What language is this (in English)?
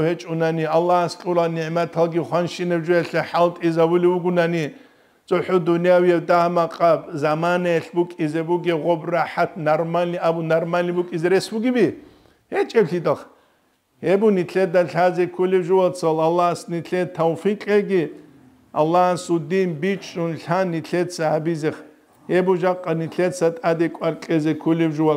Avaric